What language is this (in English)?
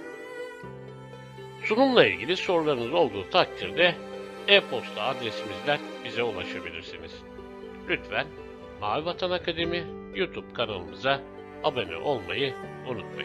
Turkish